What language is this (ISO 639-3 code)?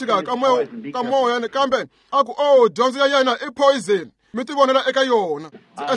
tso